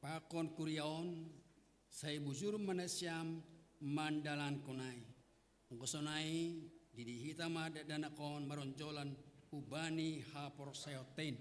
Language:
Batak Simalungun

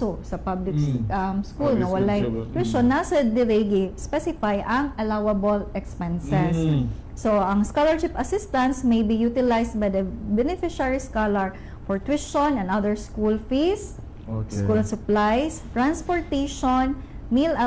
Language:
Cebuano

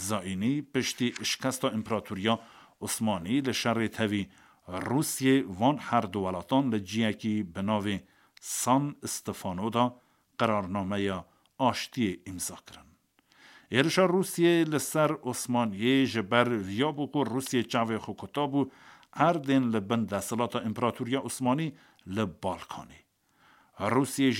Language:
Kurdish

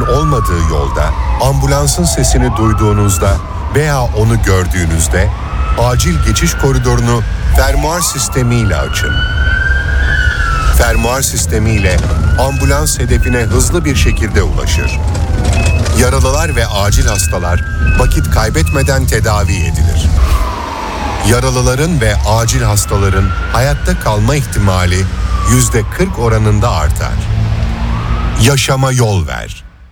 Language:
Turkish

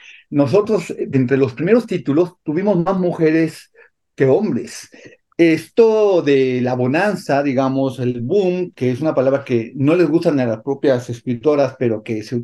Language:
Spanish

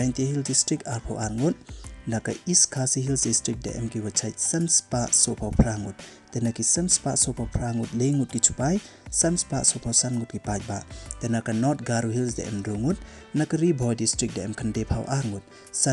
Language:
Pnar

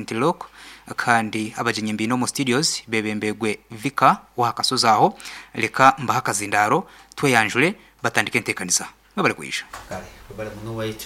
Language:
Nyoro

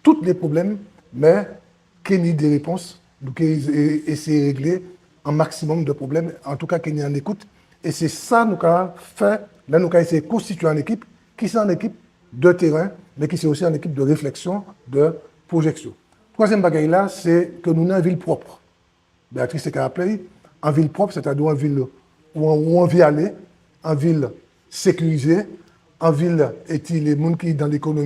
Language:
Guadeloupean Creole French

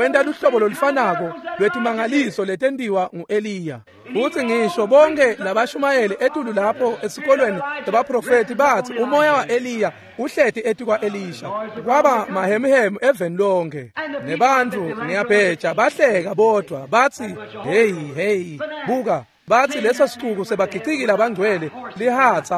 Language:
Swati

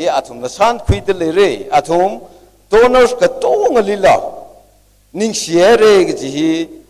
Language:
Tangkhul Naga (India)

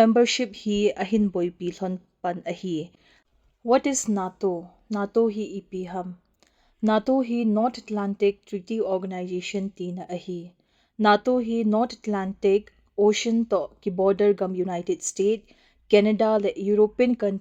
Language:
Thado Chin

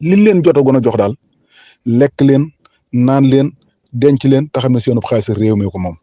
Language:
Wolof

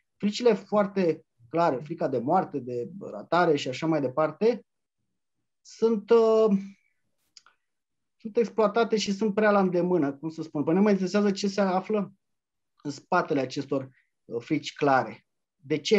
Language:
Romanian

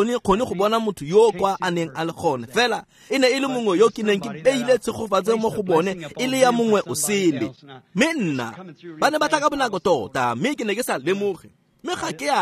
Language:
Tswana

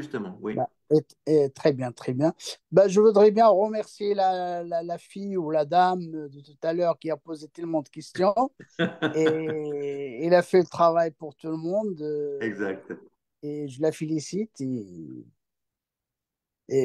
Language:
French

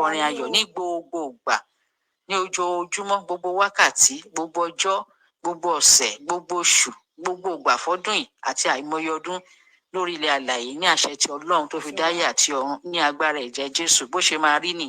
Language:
Yoruba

